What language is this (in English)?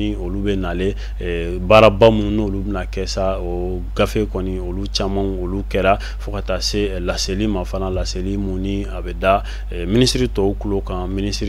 Bambara